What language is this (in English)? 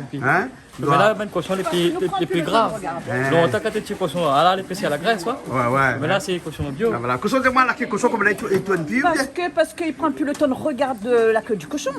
Réunion Creole French